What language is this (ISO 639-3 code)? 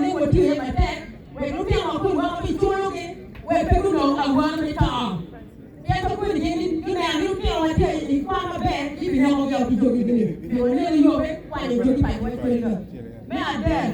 ach